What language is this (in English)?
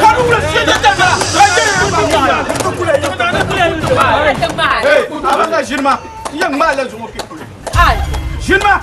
Dagbani